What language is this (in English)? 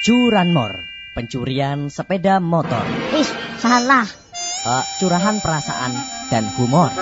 Javanese